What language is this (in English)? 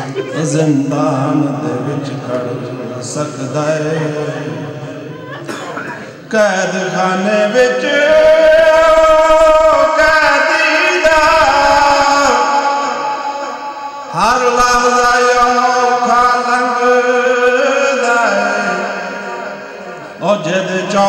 Urdu